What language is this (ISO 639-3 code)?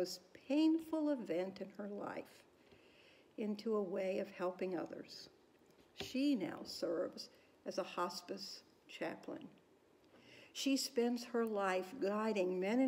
eng